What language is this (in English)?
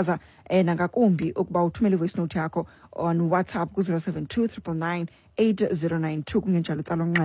Xhosa